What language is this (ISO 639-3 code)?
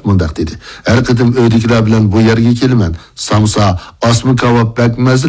uig